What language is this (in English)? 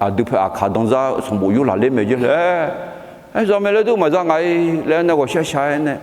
Akha